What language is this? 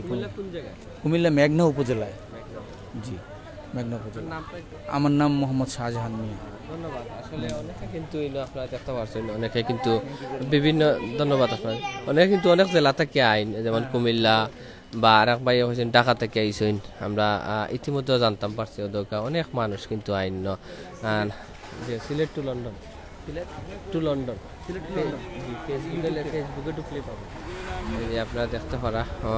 Sylheti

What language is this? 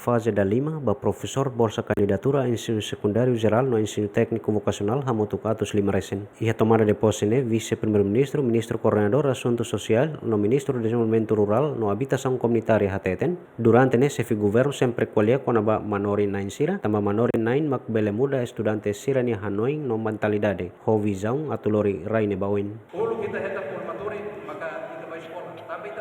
Tetum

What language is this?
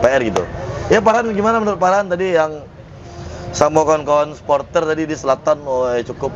Minangkabau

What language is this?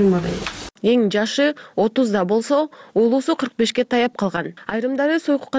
Kyrgyz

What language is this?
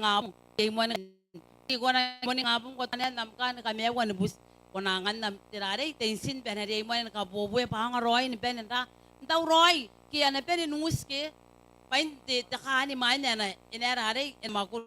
Gilbertese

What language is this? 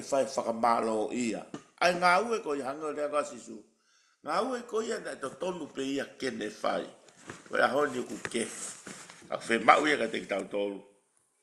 Tongan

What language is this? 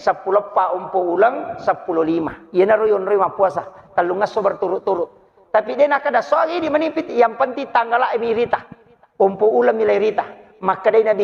Buginese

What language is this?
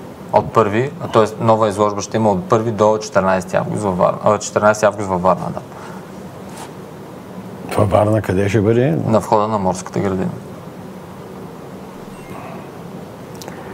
Bulgarian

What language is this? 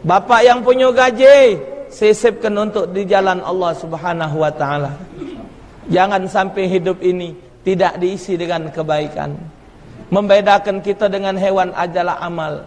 Musi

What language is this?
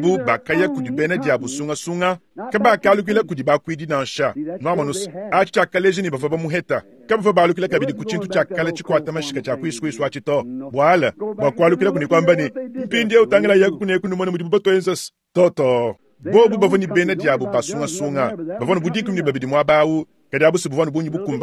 Luba-Lulua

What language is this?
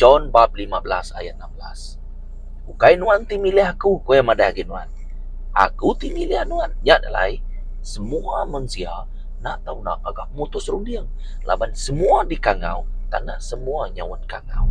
Iban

